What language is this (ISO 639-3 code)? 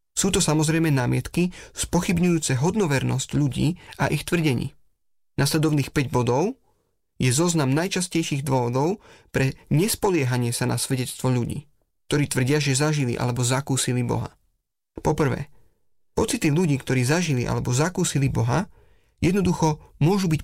slk